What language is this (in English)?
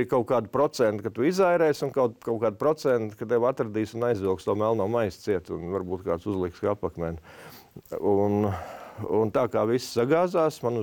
Latvian